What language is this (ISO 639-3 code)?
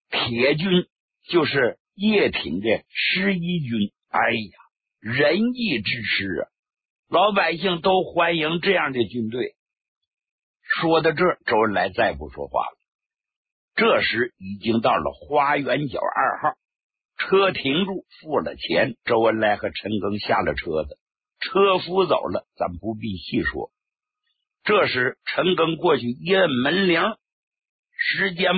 zho